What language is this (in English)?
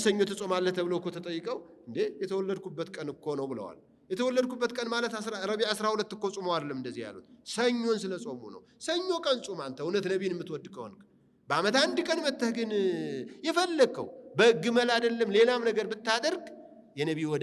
Amharic